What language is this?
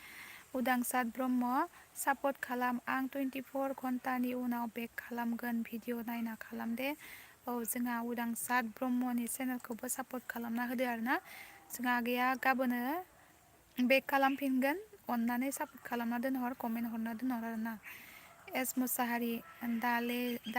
Bodo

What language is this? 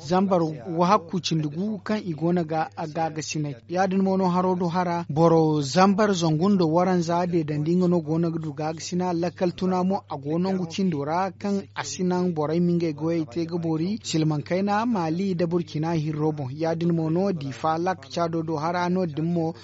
Zarma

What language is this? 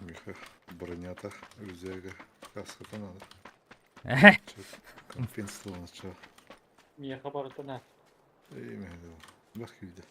Yakut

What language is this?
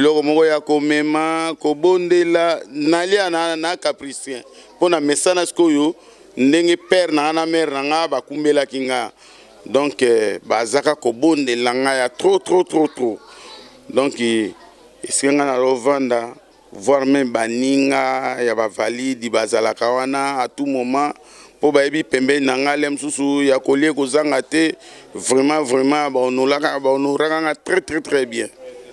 Lingala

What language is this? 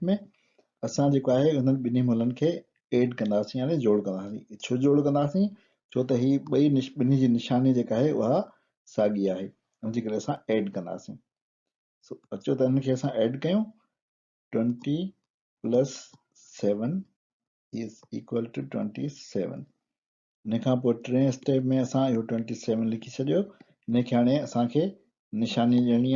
Sindhi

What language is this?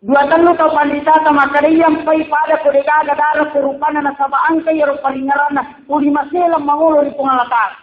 Buginese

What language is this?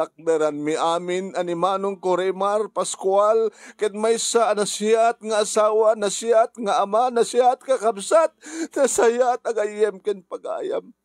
Iloko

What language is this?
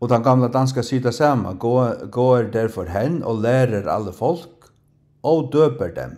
Faroese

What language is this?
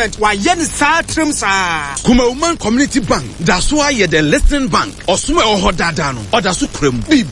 Akan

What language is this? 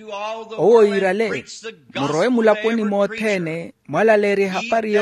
Makhuwa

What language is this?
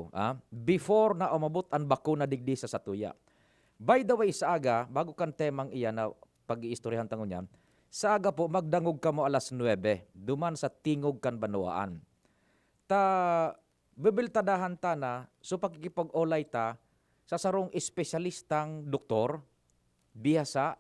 Bikol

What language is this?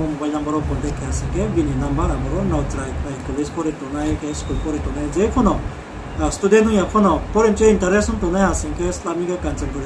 Riang (India)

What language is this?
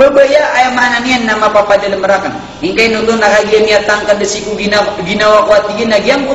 Maranao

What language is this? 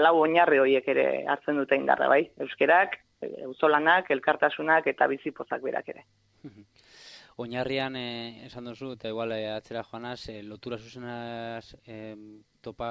Basque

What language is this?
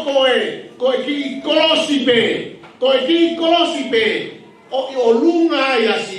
Tongan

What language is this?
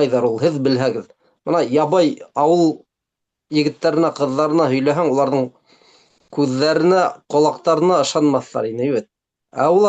Bashkir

